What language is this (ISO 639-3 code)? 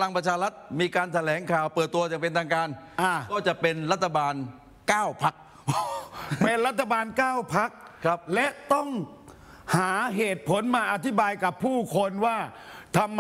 tha